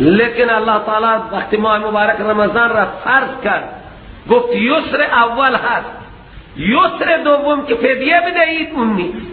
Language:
Persian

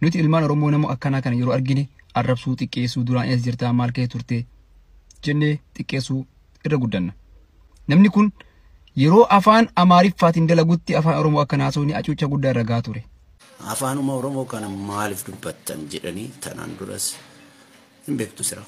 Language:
Oromo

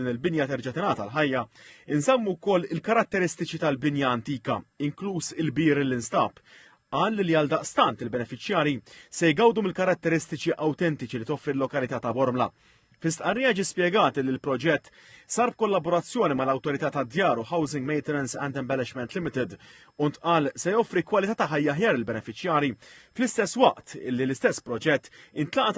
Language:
Maltese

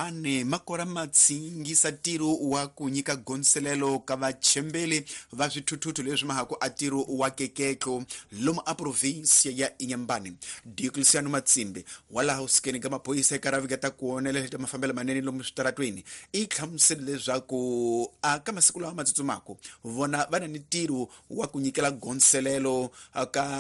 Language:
Tsonga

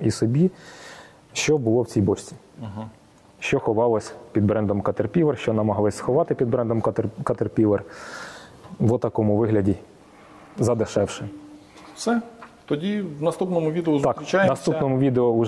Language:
Ukrainian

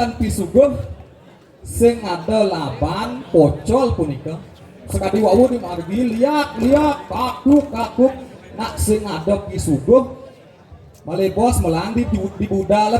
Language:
Balinese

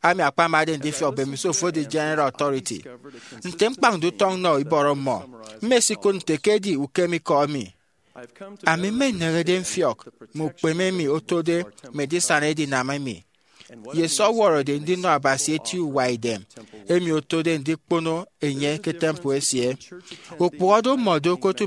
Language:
Efik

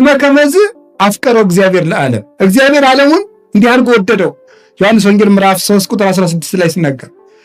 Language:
Amharic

